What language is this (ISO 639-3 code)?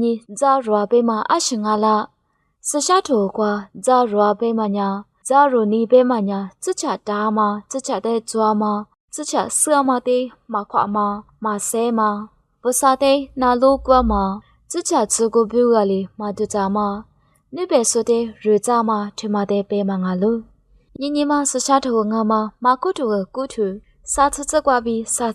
lis